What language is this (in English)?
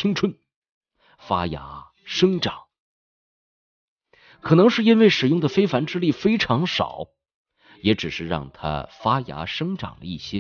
Chinese